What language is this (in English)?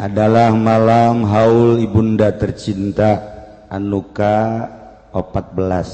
Sundanese